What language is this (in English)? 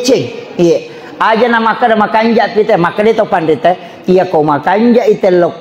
Buginese